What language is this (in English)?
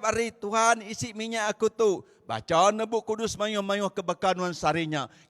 Iban